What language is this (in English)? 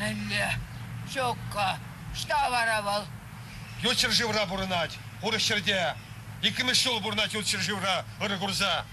Chuvash